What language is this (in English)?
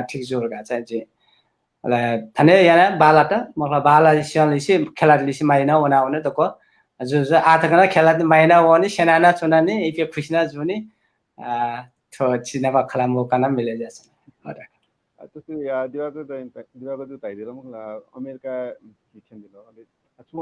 Newari